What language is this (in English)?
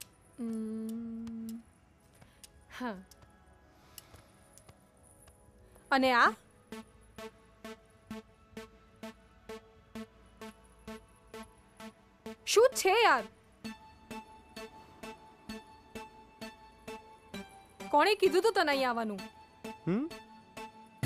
Gujarati